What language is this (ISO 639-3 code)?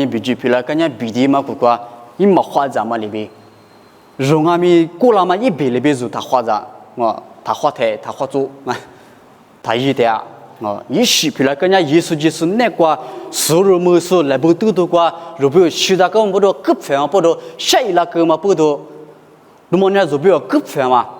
lis